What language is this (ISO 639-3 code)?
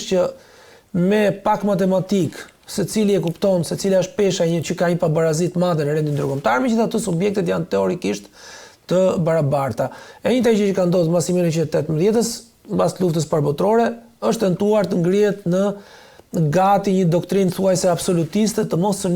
sqi